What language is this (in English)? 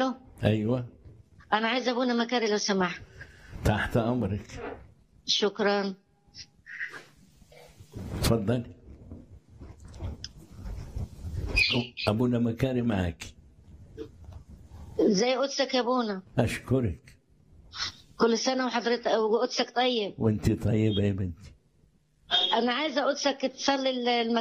Egyptian Arabic